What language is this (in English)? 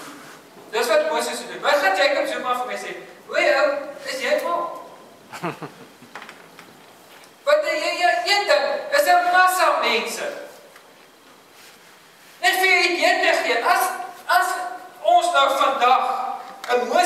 Afrikaans